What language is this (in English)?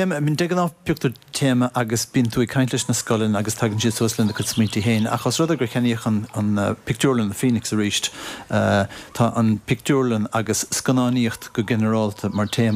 Irish